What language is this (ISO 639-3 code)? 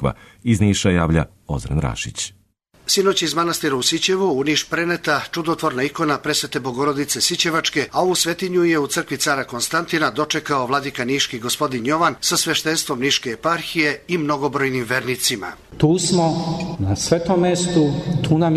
srp